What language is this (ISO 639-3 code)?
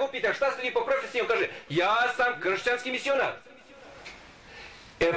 bos